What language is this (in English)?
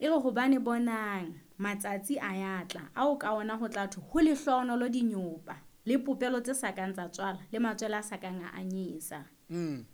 Southern Sotho